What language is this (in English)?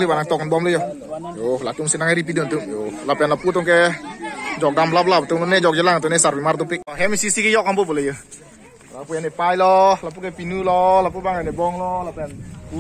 Karbi